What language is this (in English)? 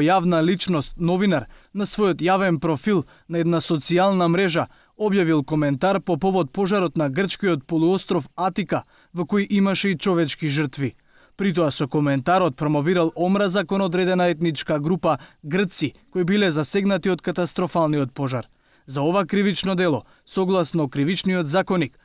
Macedonian